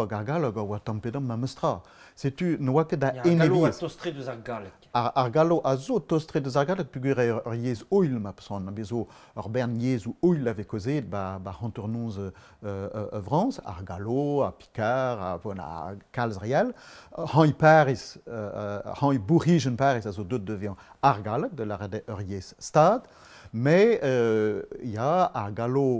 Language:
Breton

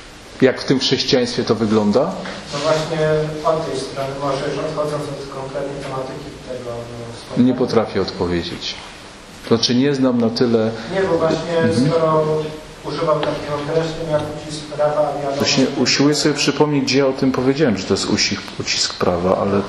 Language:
Polish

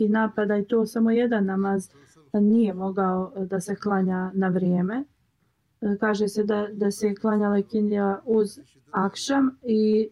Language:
Bosnian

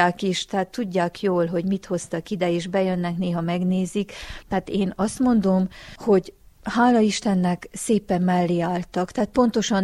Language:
Hungarian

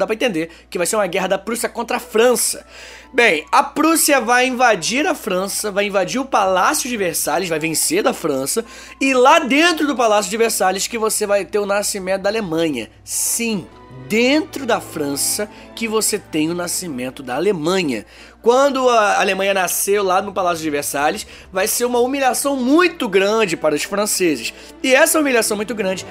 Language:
Portuguese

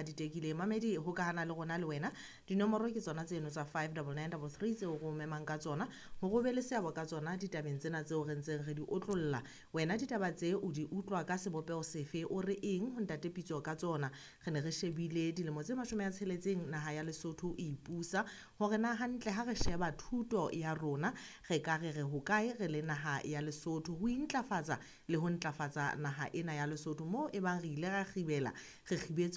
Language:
Southern Sotho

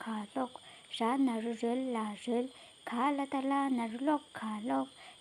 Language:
Tibetan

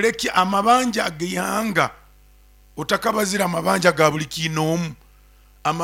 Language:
Nyoro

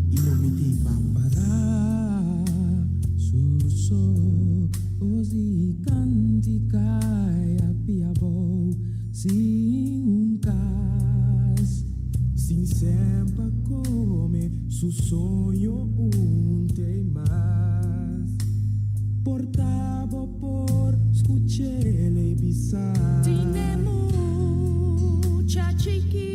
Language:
Papiamento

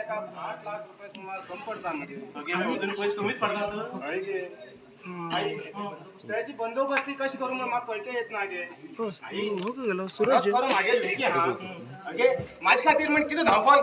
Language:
Konkani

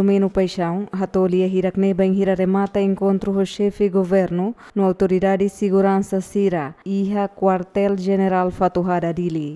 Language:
Tetum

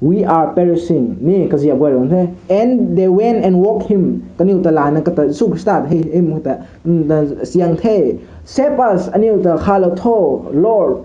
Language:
Rongmei Naga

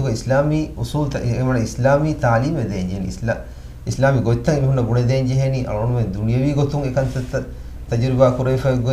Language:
Divehi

